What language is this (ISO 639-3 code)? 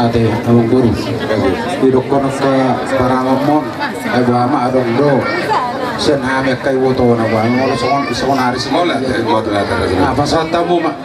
bbc